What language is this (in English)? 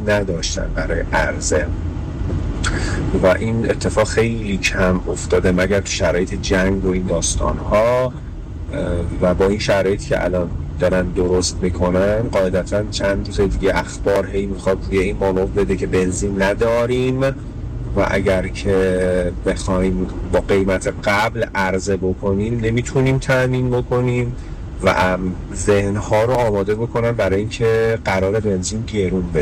Persian